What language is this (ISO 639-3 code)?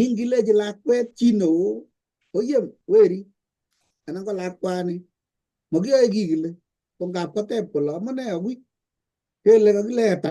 kln